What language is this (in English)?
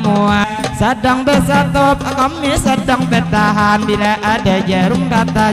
Banjar